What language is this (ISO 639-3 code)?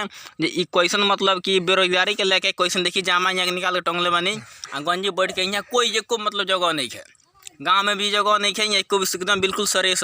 bho